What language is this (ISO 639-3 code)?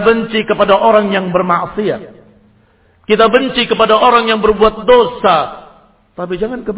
ind